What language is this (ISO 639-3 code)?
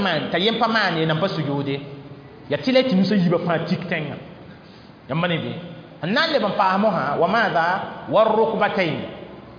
mos